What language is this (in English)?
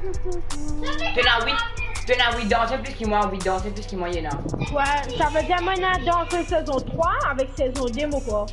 Morisyen